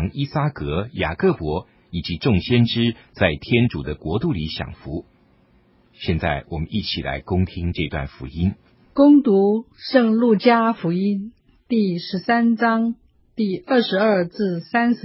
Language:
Chinese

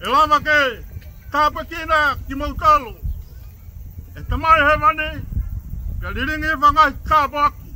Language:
Tongan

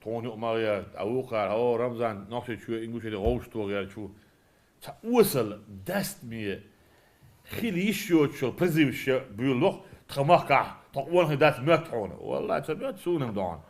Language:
Chechen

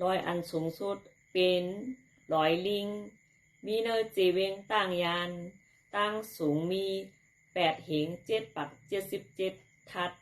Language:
Shan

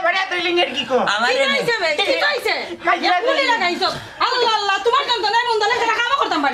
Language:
Sylheti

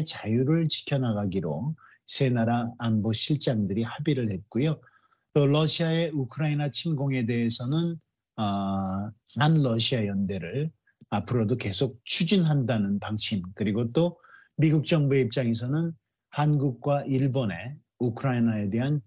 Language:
Korean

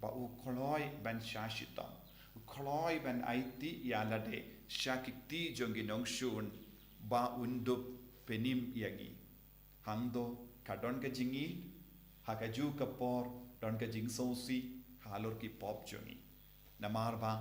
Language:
Khasi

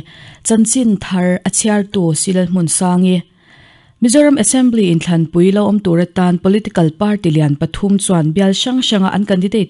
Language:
Mizo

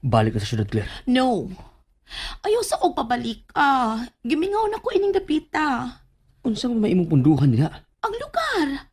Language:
Cebuano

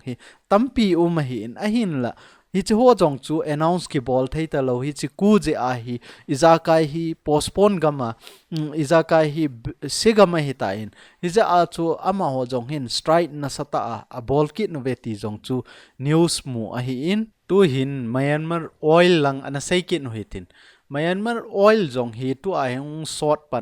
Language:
Thado Chin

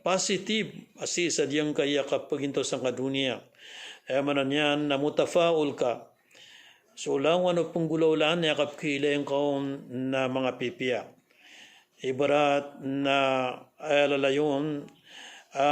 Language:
Maranao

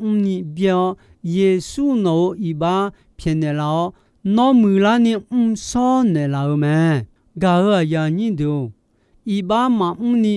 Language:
Akha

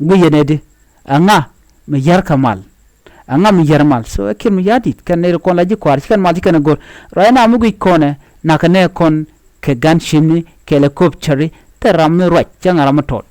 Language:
Nuer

